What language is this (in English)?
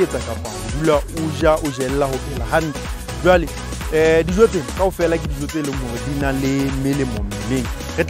Southern Sotho